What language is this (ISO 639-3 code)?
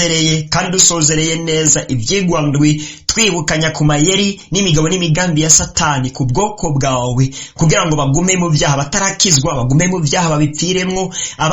run